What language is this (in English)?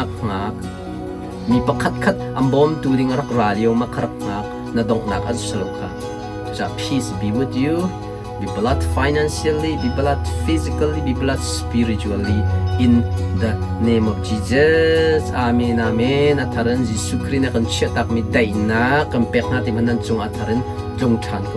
Hakha Chin